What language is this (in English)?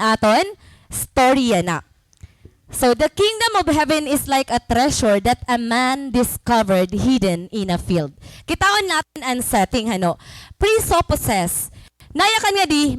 Waray